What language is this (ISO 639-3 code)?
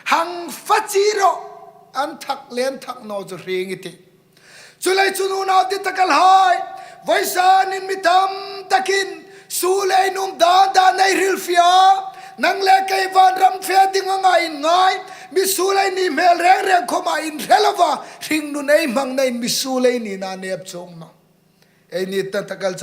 hmr